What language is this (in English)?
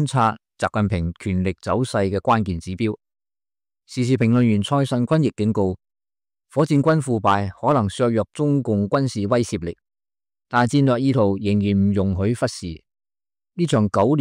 Cantonese